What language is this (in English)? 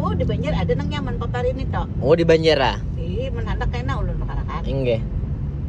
Banjar